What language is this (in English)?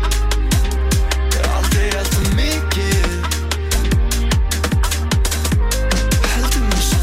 Icelandic